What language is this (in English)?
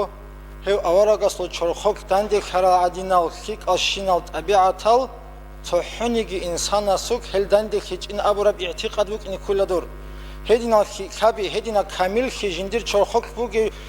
Avaric